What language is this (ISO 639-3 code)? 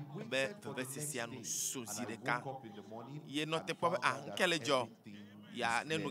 ewe